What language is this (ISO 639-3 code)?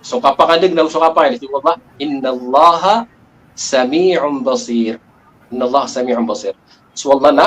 mrw